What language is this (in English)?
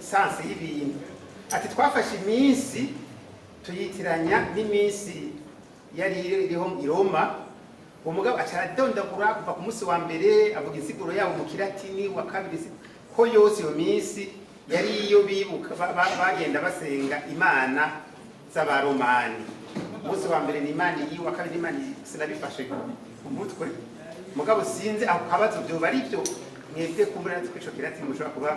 Rundi